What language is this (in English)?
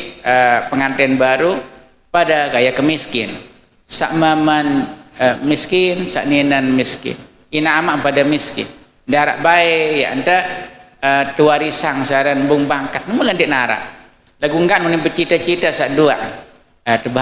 Sasak